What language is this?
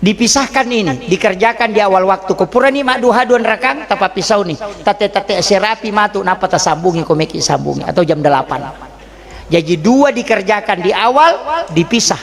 Buginese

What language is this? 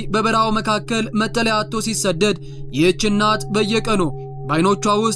Amharic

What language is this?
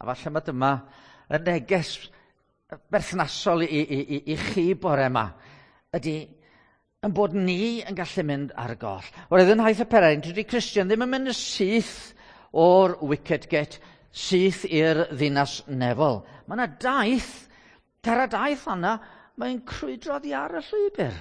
Welsh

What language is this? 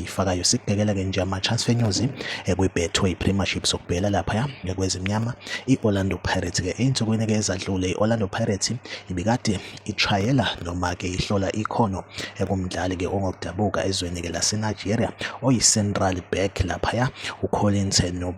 Zulu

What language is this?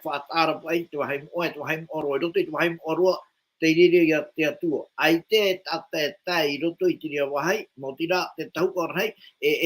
Tahitian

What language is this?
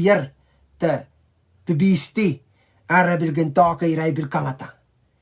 Pohnpeian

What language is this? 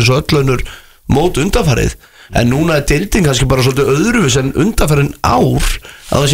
Icelandic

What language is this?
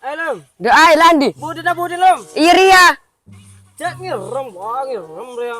Madurese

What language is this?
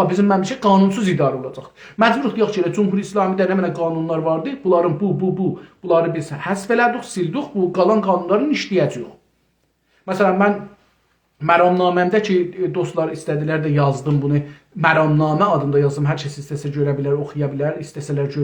South Azerbaijani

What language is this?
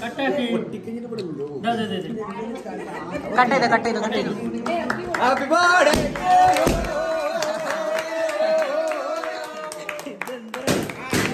Malayalam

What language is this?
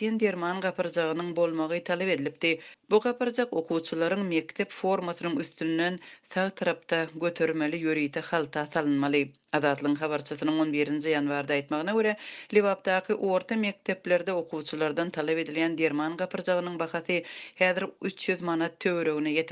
Turkmen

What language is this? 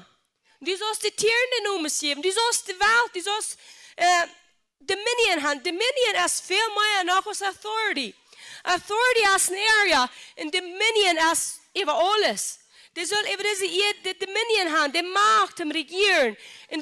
Plautdietsch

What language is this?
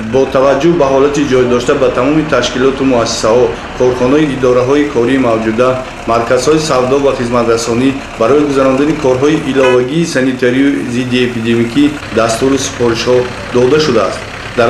Tajik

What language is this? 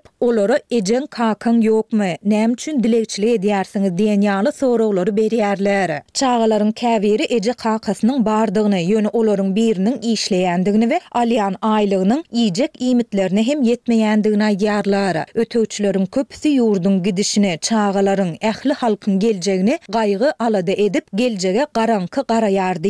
Turkmen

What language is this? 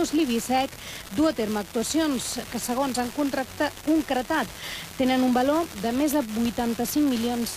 Catalan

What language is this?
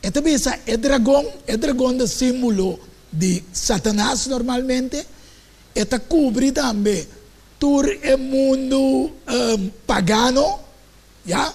Papiamento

